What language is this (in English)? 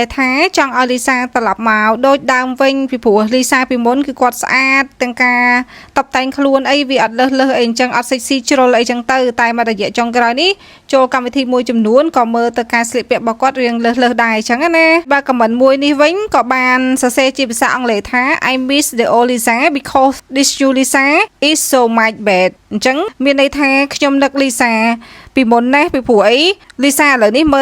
Khmer